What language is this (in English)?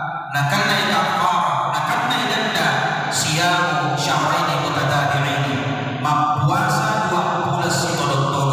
Buginese